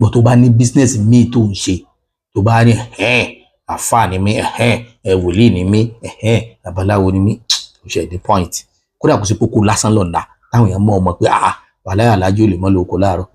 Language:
Yoruba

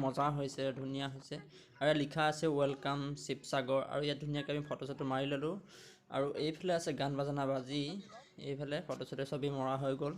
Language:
Assamese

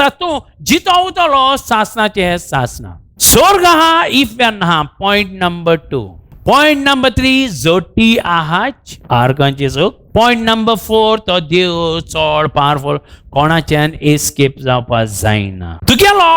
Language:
Konkani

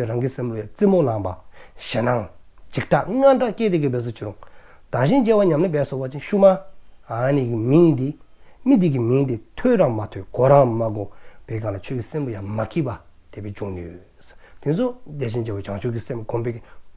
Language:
Dzongkha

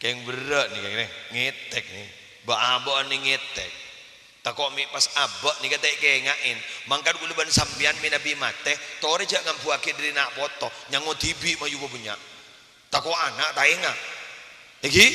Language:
Madurese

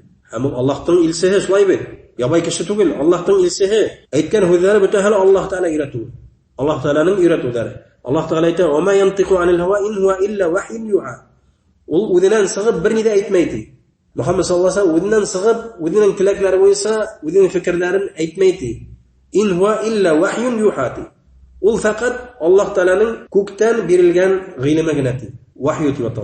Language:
Bashkir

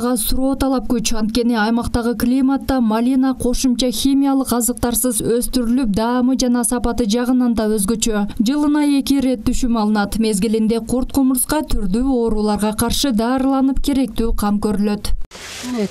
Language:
Kyrgyz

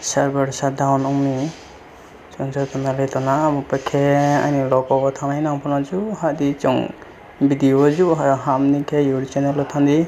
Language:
Riang (India)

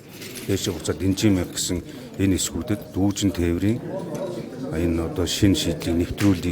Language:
Mongolian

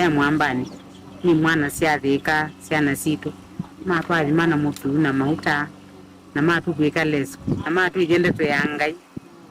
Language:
Kamba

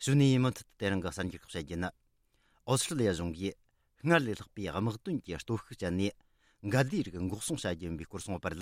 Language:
Tibetan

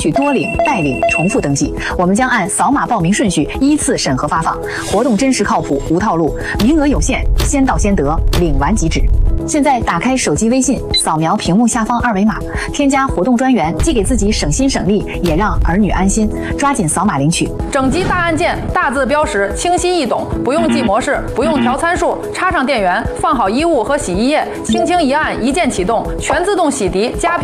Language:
Chinese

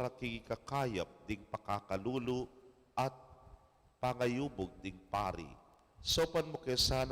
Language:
Pampanga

